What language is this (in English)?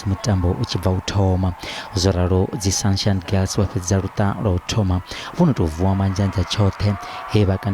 Venda